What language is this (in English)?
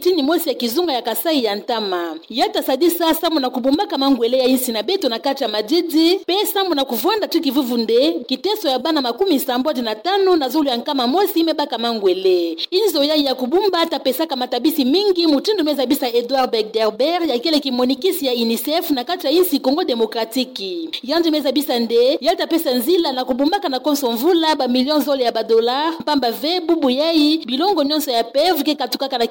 Kituba (Democratic Republic of Congo)